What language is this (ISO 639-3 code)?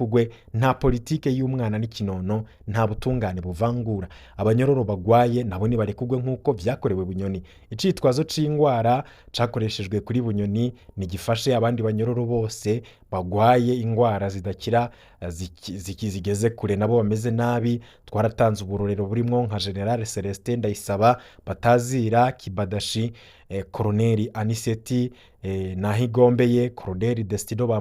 run